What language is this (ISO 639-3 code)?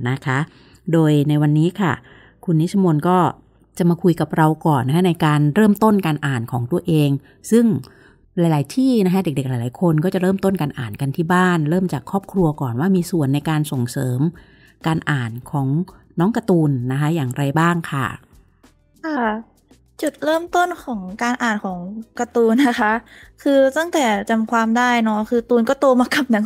tha